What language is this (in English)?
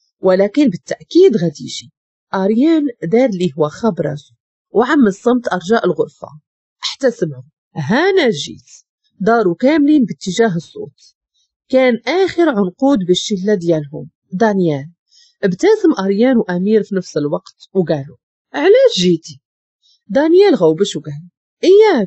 Moroccan Arabic